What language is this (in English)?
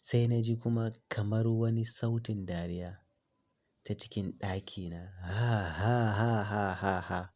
Hausa